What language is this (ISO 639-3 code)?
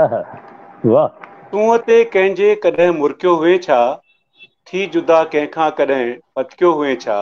snd